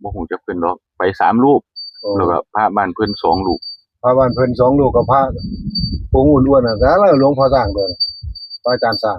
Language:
Northeastern Thai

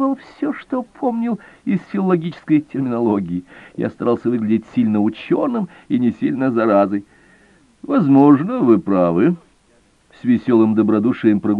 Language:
Russian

